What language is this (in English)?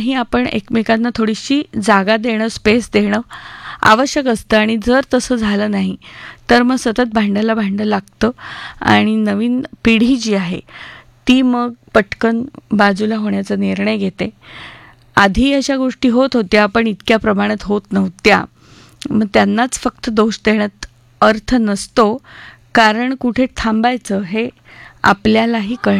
Marathi